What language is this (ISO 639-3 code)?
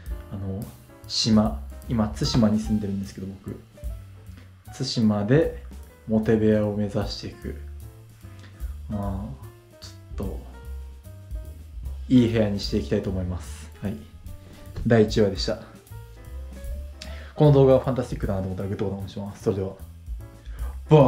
jpn